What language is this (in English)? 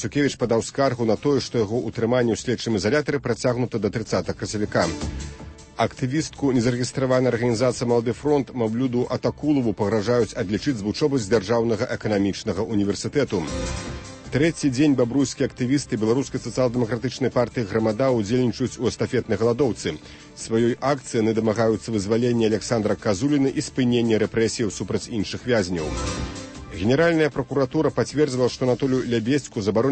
Belarusian